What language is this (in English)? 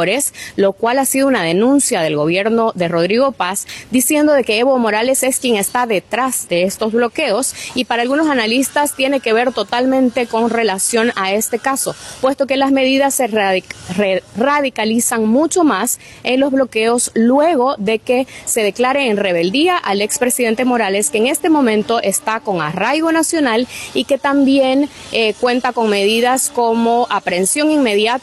Spanish